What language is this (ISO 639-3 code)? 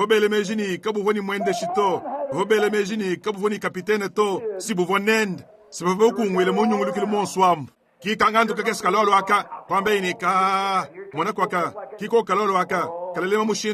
lua